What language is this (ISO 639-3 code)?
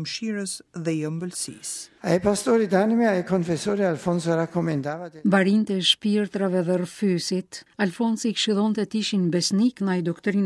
sqi